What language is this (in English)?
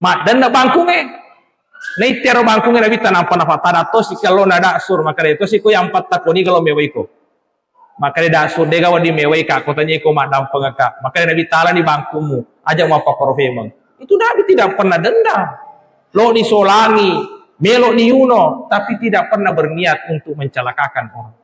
Buginese